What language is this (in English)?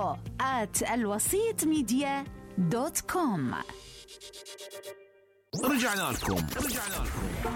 Mesopotamian Arabic